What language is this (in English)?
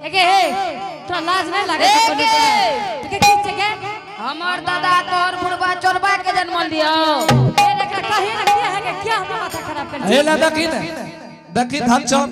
Angika